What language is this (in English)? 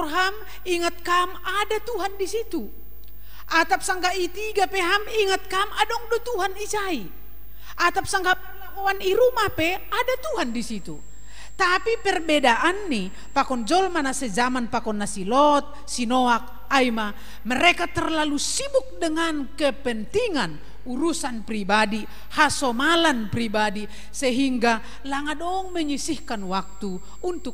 Batak Simalungun